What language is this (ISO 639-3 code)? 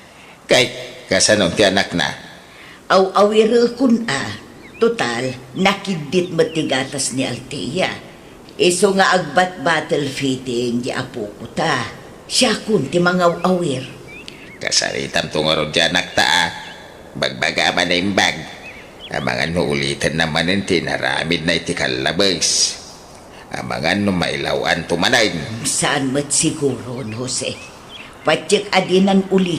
ilo